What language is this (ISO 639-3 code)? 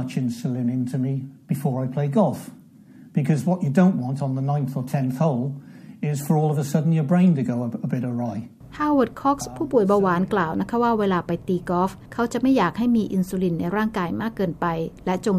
tha